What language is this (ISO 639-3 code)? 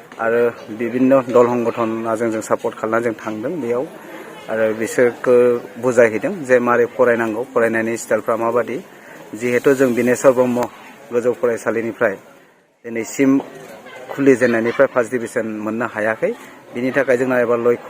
brx